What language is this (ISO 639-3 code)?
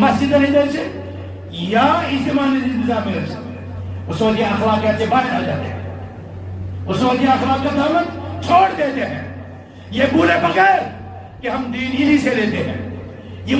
kas